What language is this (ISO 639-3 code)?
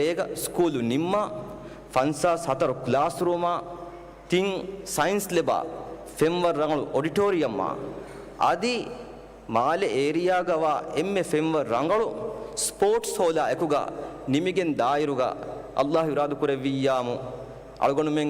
div